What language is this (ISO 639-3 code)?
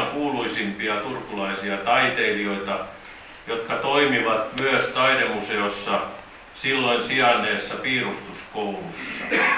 fin